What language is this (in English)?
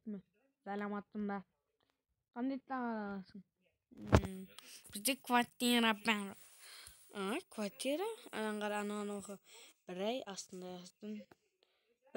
Kazakh